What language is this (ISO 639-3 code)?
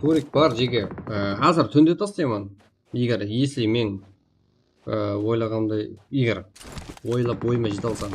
kaa